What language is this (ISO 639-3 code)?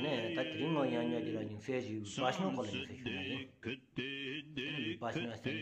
sbu